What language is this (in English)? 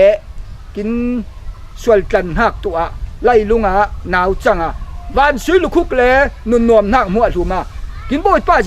Falam Chin